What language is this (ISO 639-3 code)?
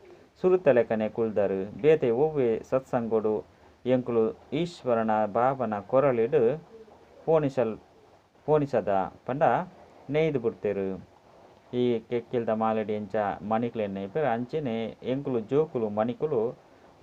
tcy